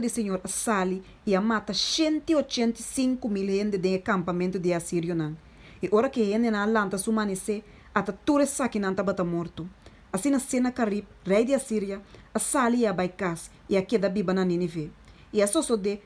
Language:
Papiamento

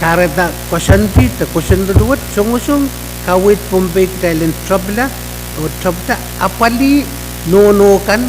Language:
Pohnpeian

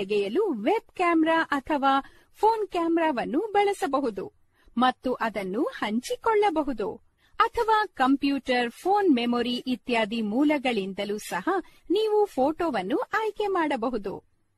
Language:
Kannada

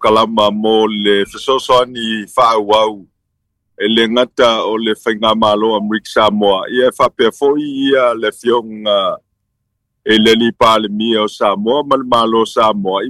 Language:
Samoan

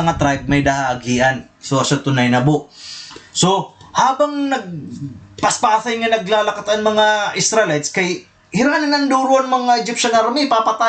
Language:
Waray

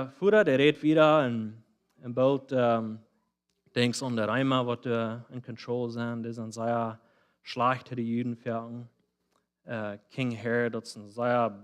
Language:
Plautdietsch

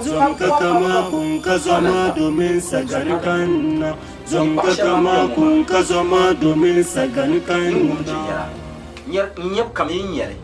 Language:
Dagbani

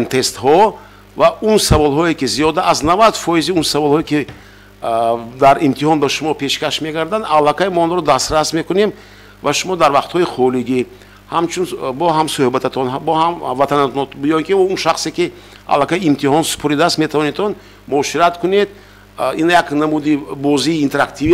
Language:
Tajik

